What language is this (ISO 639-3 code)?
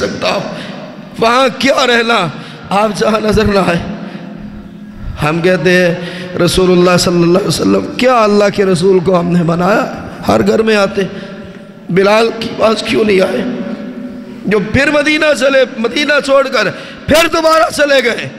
urd